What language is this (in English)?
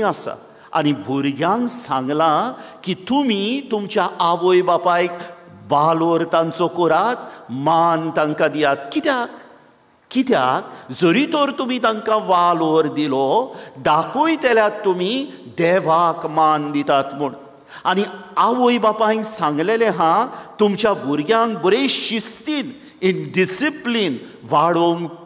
Konkani